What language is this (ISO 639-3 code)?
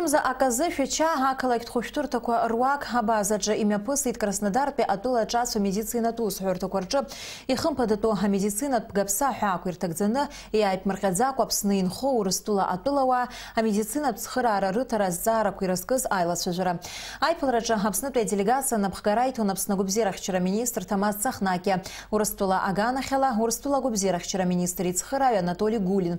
abk